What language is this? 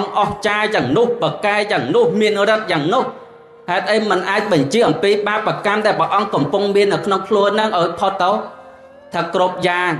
Khmer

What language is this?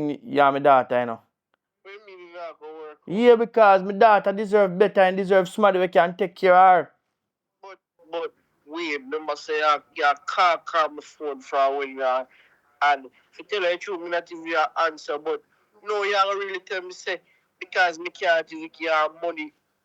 Jamaican Creole English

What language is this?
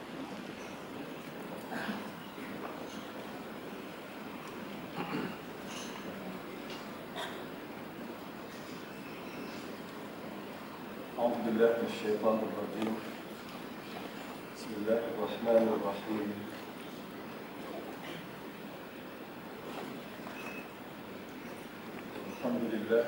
Malay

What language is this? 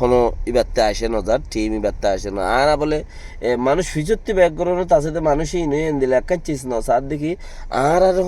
Rohingya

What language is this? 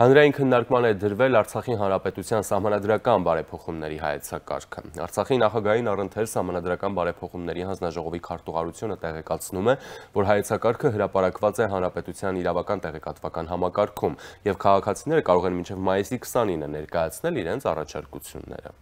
Armenian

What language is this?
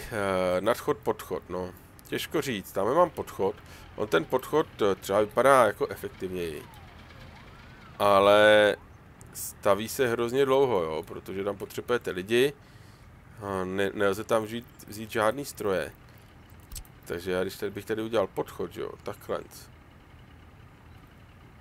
Czech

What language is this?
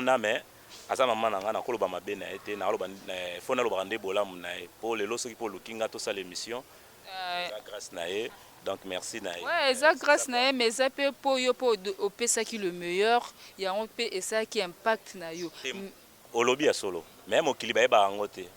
Lingala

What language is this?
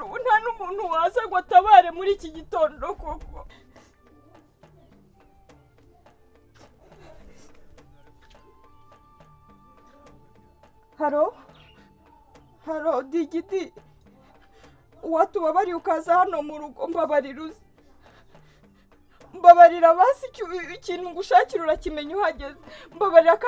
Kinyarwanda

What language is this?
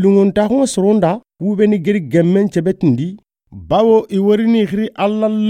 Soninke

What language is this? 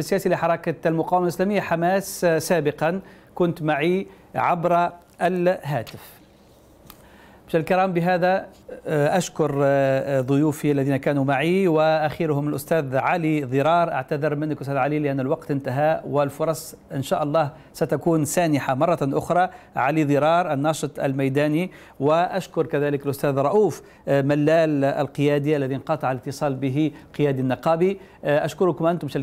Arabic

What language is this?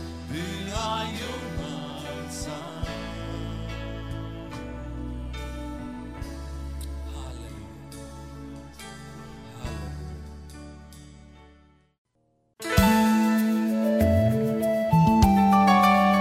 Estonian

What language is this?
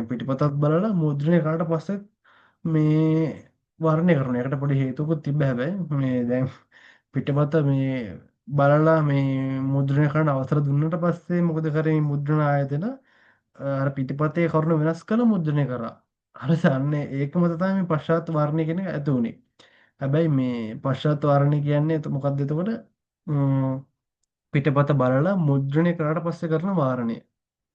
Sinhala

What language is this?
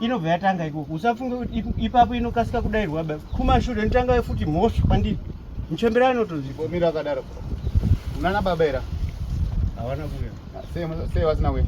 Shona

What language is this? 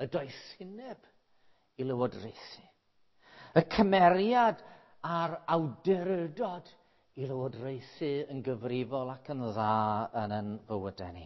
Welsh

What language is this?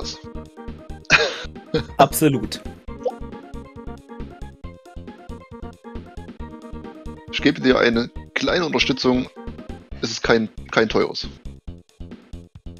German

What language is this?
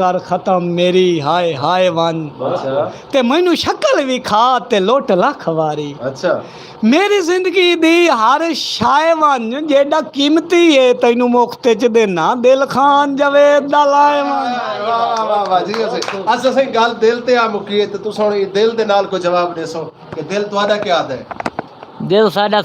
Saraiki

